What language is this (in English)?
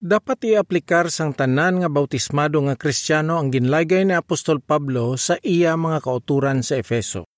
Hiligaynon